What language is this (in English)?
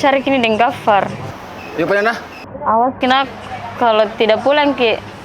Makassar Malay